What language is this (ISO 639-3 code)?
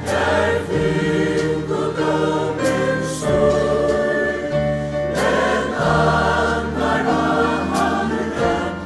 fao